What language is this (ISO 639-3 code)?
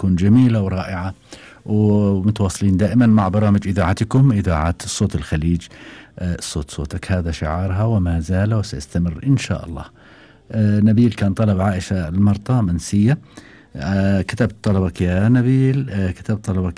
afb